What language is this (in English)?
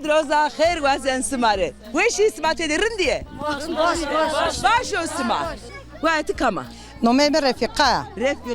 Zaza